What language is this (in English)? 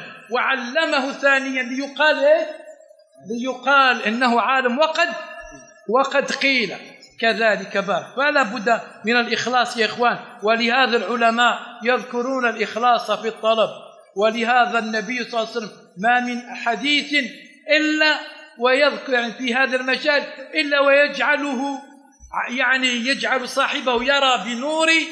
Arabic